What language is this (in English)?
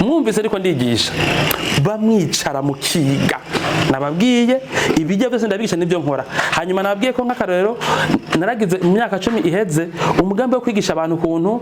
Rundi